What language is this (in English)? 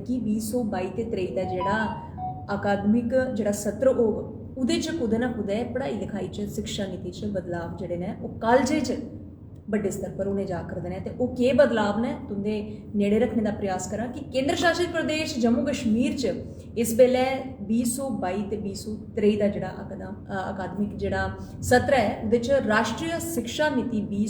Dogri